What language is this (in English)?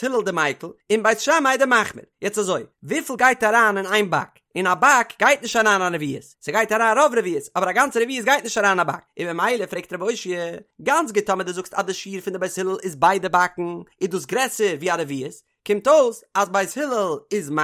Yiddish